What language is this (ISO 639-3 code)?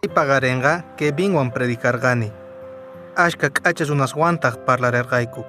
que